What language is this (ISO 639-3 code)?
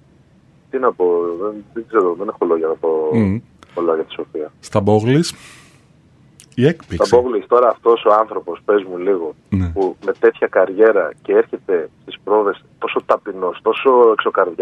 ell